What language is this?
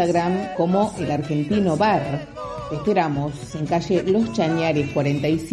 Spanish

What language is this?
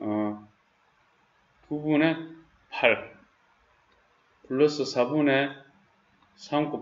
Korean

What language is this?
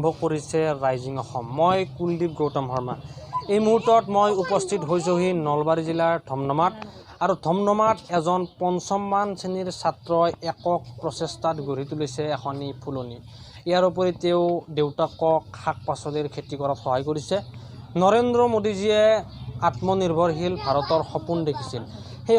Assamese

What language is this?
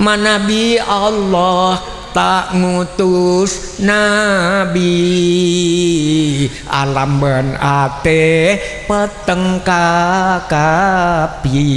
Madurese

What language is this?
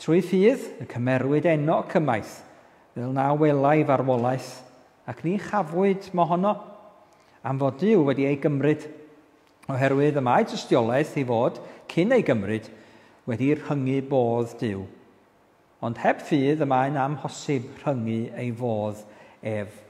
Welsh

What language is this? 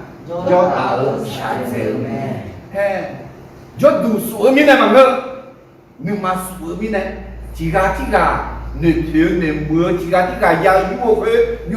Akha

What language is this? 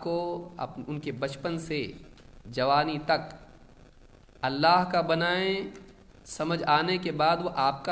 Urdu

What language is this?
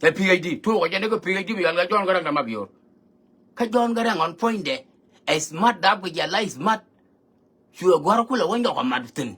Nuer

